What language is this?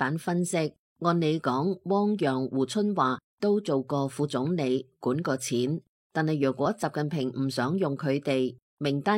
Cantonese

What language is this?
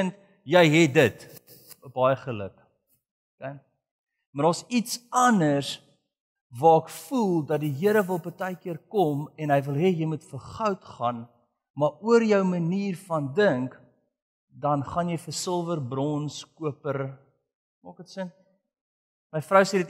Afrikaans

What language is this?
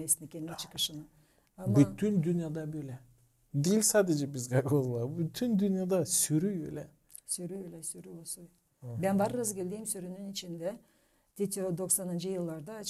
Gagauz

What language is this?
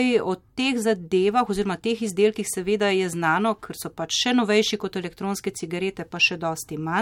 Slovenian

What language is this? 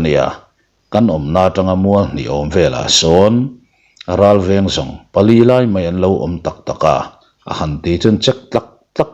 Mizo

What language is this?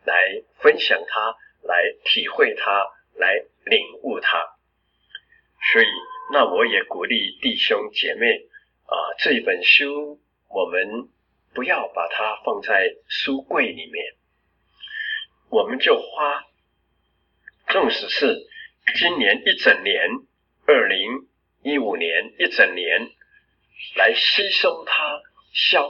Chinese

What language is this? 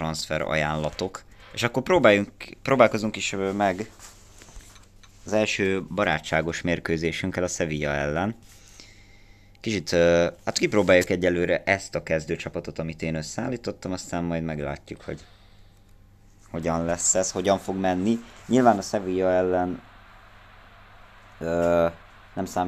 Hungarian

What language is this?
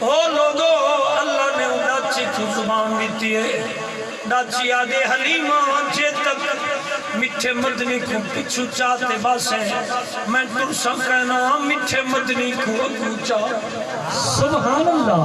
Saraiki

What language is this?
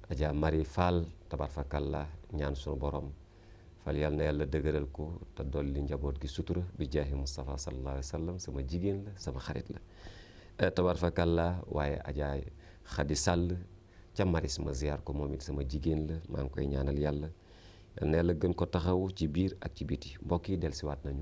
Wolof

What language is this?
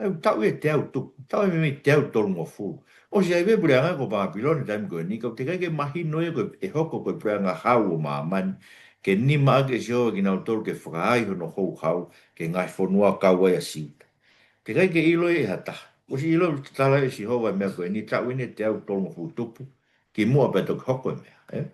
Tongan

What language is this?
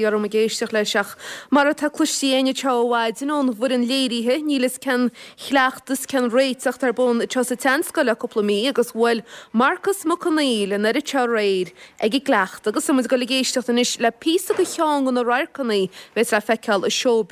Irish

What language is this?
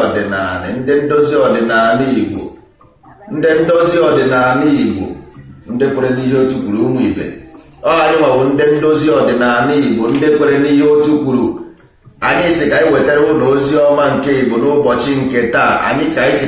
Igbo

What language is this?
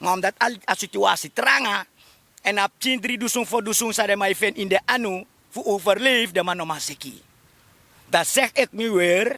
Sranan Tongo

